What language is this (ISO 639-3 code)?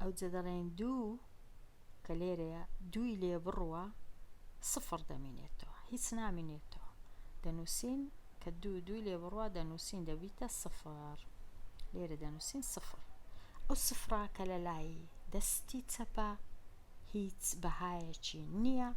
ckb